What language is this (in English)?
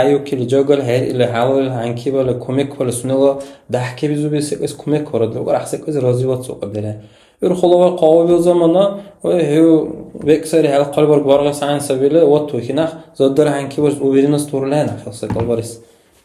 Dargwa